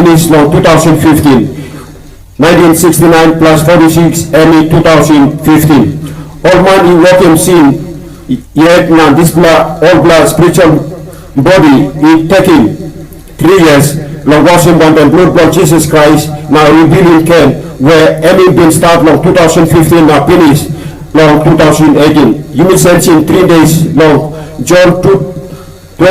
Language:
Tok Pisin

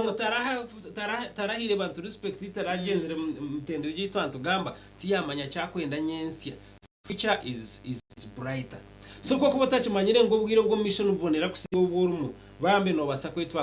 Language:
Nyankole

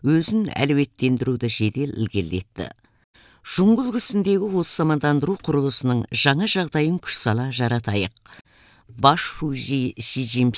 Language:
Kazakh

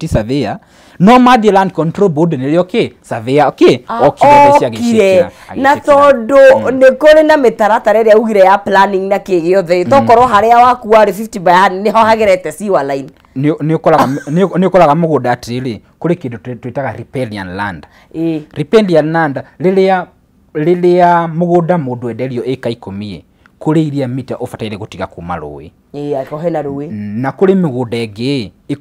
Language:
Kikuyu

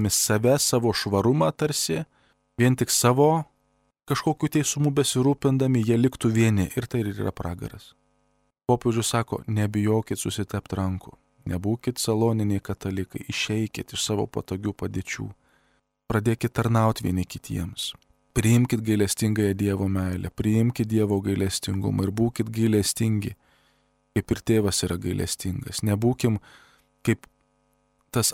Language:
Lithuanian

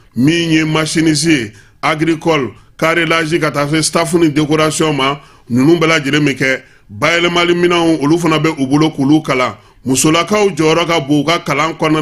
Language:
Bambara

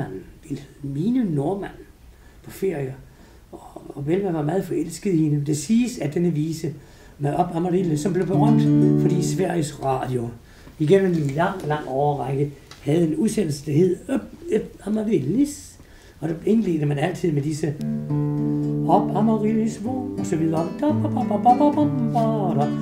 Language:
Danish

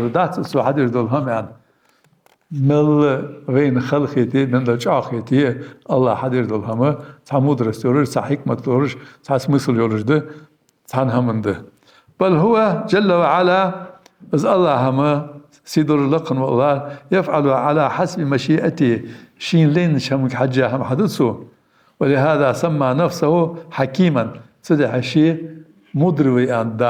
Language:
Ingush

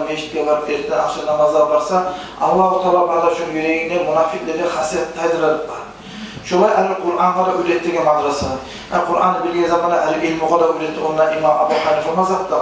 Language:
Kumyk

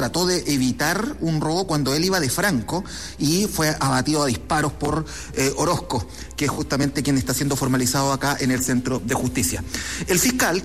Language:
Spanish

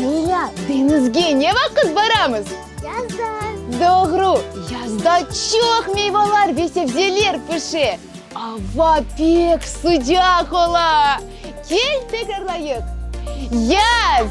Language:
Crimean Tatar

